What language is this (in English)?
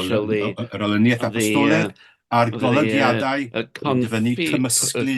Welsh